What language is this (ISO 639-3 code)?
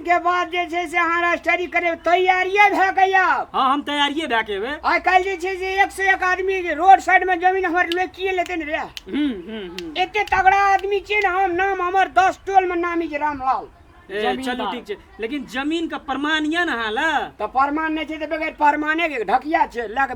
mai